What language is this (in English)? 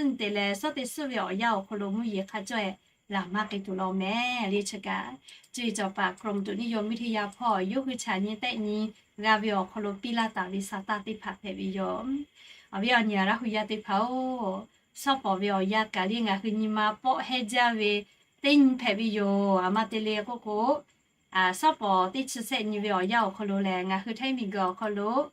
Lahu